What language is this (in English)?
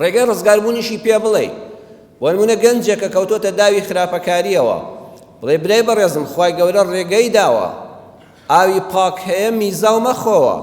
Central Kurdish